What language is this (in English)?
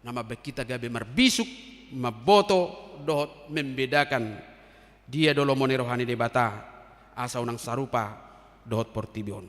Batak Toba